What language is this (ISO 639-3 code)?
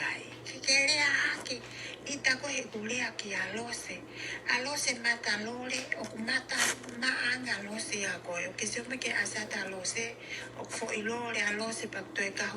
ton